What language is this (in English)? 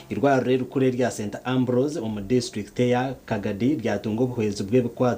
Nyankole